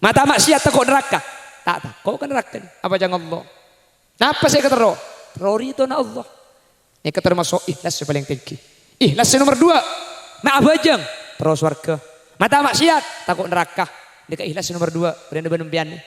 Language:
Madurese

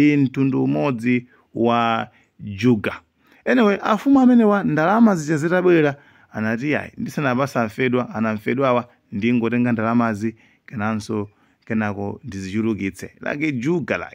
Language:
Nyanja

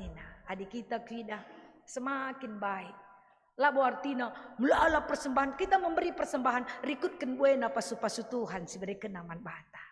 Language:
Batak Karo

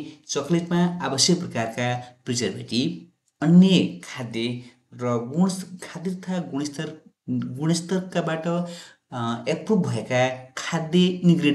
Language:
Nepali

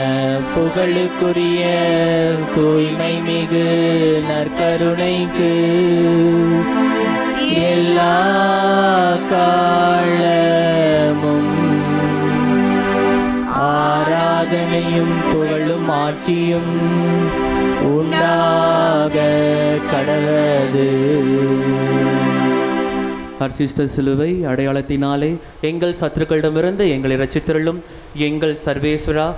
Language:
Tamil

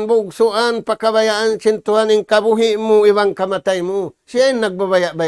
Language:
Tausug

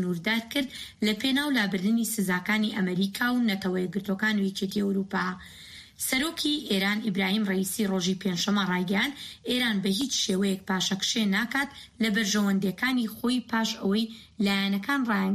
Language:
Central Kurdish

